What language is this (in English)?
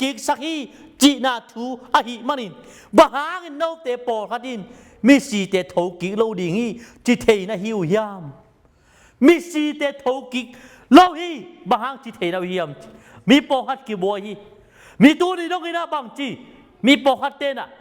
Tedim Chin